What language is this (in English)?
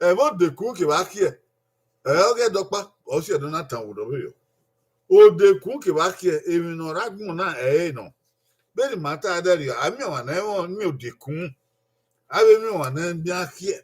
Bini